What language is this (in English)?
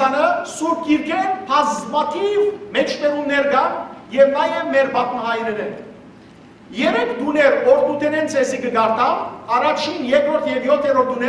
Western Armenian